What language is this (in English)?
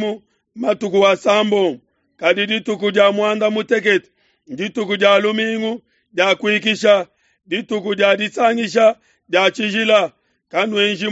Luba-Lulua